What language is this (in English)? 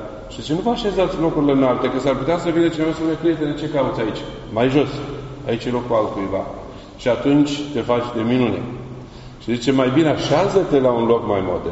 Romanian